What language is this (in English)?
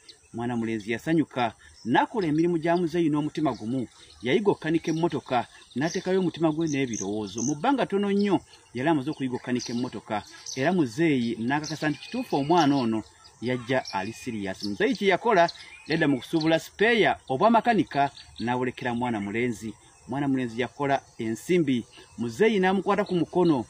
Ganda